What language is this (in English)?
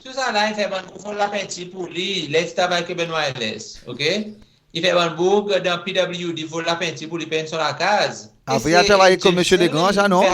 Seselwa Creole French